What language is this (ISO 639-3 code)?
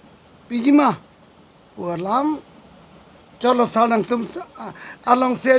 mjw